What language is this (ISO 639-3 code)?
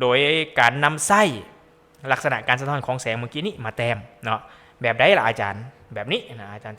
lao